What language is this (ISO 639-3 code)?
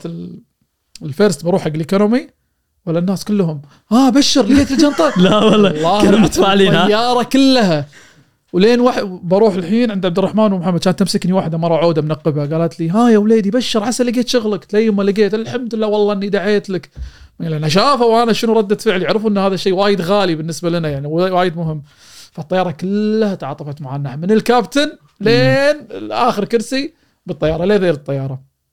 afb